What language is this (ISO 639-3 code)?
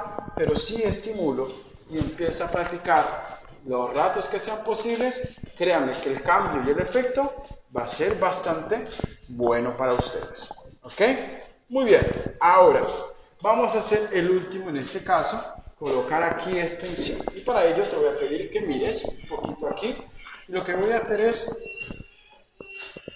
spa